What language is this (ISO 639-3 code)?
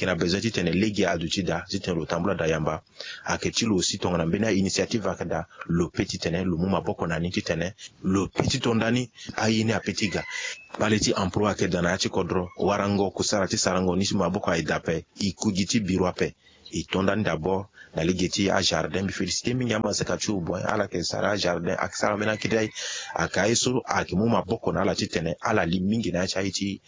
sag